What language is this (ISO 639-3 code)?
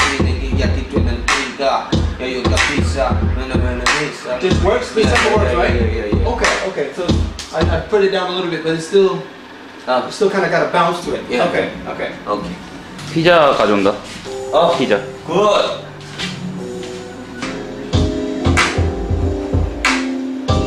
kor